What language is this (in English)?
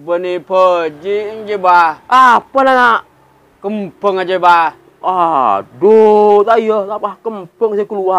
Madurese